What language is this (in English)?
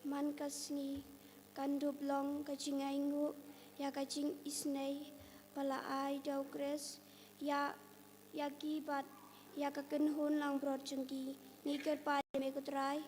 Khasi